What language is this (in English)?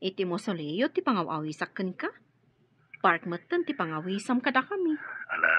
Iloko